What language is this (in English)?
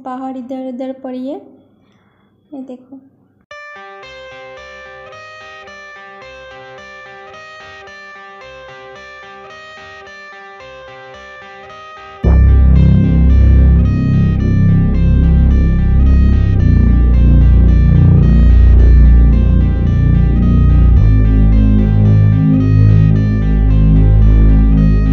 Hindi